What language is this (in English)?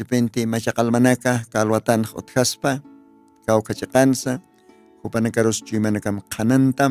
Aymara